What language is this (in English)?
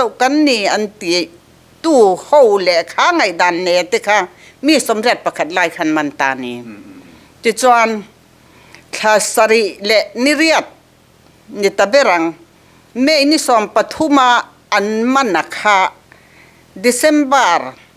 Mizo